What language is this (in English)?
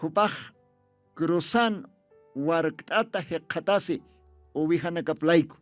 Aymara